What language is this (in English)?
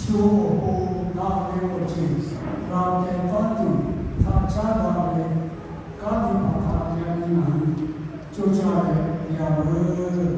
Lahu